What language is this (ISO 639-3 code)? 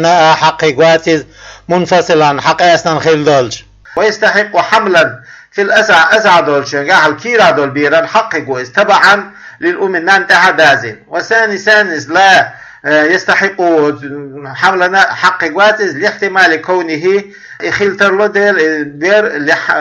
che